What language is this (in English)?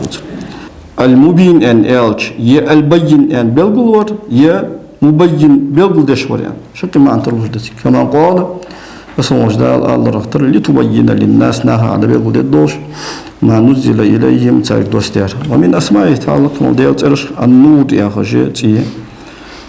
Ingush